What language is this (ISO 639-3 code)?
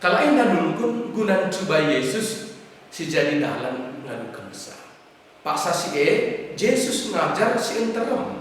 btx